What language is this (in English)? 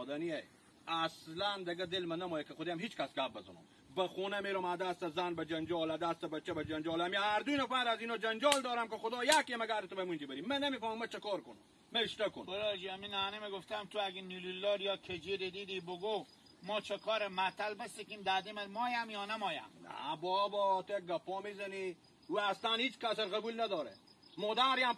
Hazaragi